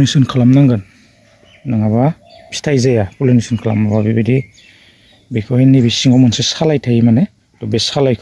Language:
Bodo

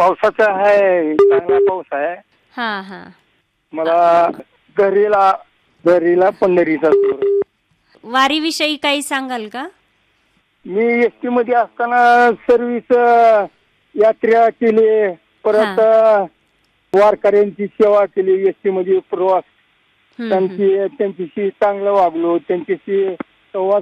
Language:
Marathi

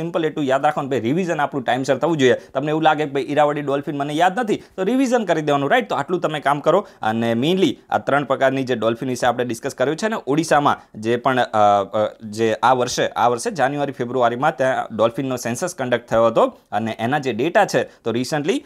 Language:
Gujarati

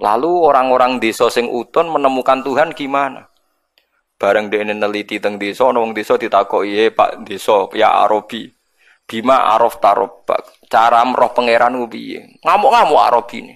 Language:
Javanese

